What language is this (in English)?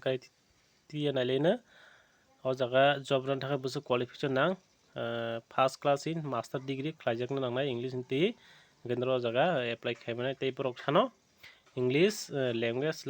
Kok Borok